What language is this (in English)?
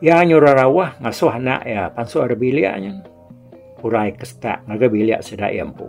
Iban